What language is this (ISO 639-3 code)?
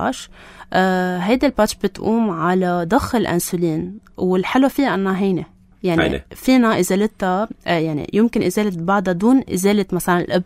apc